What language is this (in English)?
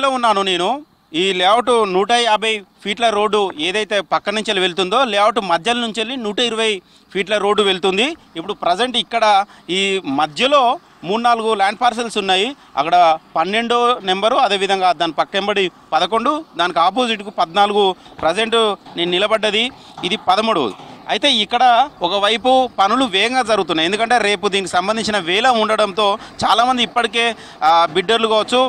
Telugu